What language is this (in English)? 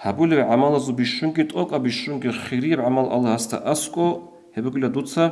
Avaric